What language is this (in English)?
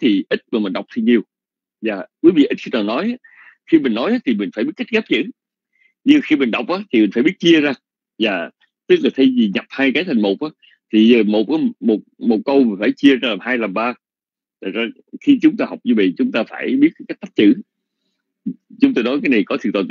Vietnamese